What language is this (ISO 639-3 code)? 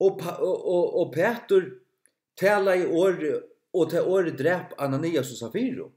fao